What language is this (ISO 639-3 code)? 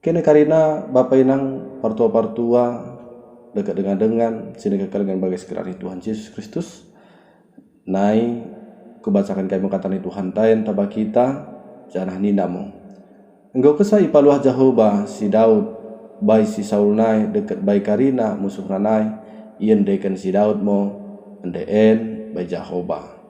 btd